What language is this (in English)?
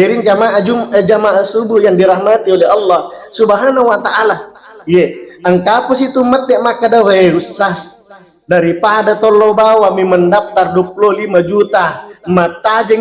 Buginese